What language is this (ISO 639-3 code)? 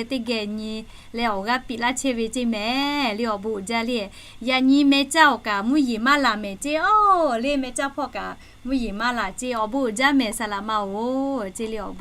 lhu